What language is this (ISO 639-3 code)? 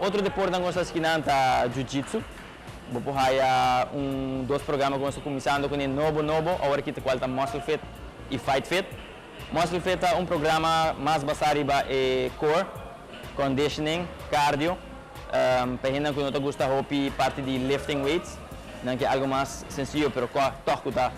pap